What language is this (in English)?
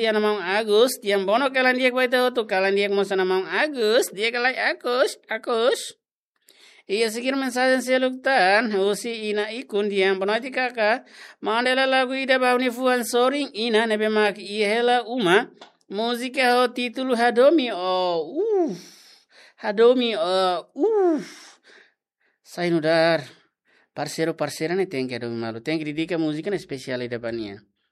Tetum